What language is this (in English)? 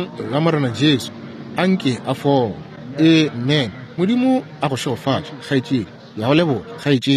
Northern Sotho